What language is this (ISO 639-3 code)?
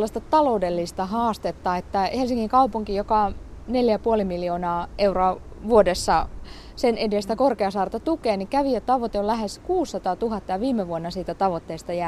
fin